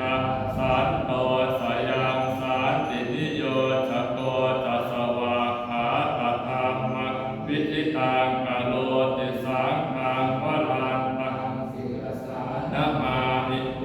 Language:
Pali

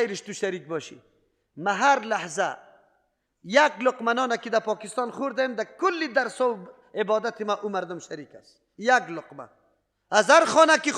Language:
Persian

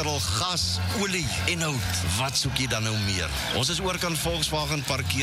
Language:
Afrikaans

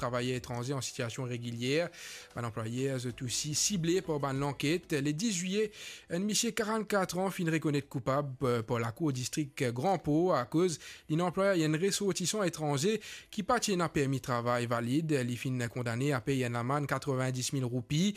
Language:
Morisyen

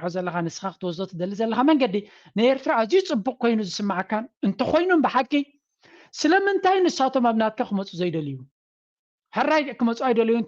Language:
Tigrinya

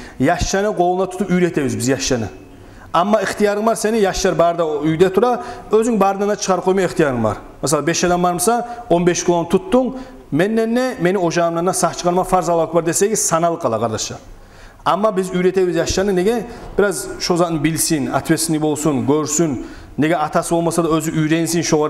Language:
Kumyk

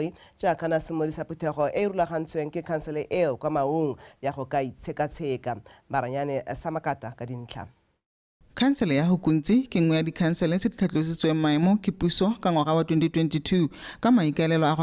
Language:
Tswana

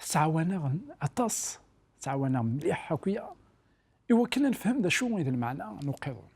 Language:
Kabyle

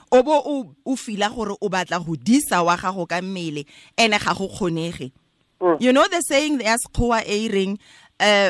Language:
Tswana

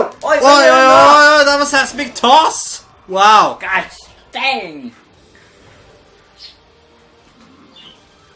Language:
Norwegian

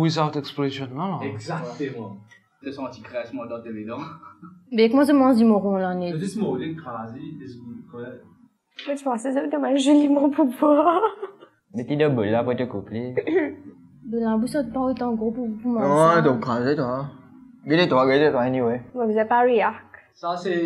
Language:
Morisyen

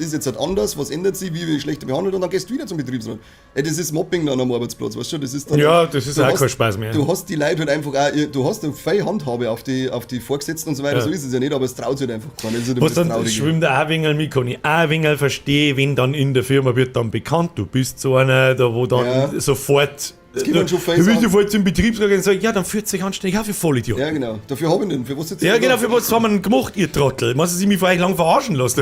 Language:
Bavarian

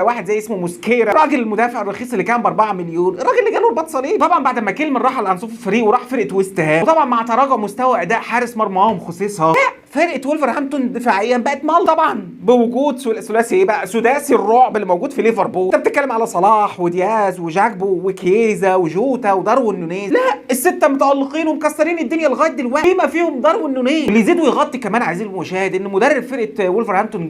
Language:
Egyptian Arabic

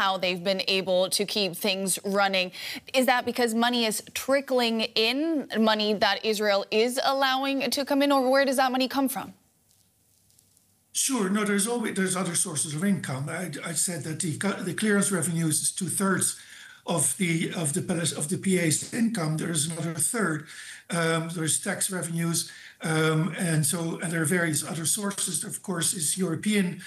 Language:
English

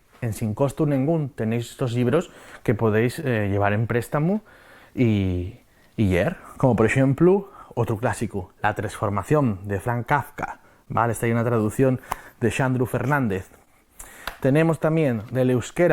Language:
Asturian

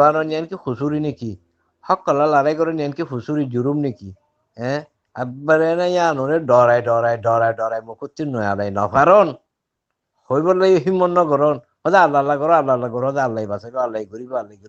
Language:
Rohingya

